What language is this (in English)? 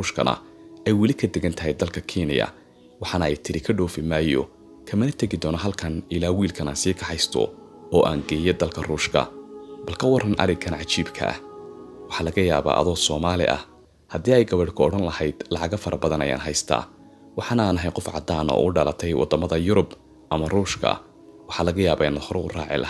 Somali